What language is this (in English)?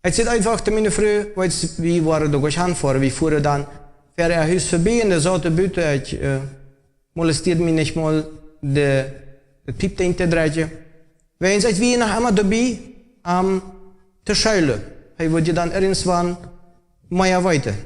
Plautdietsch